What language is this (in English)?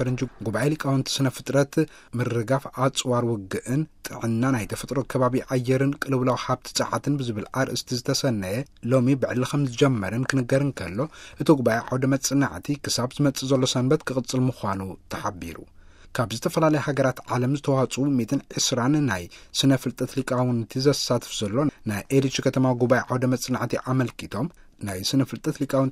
Tigrinya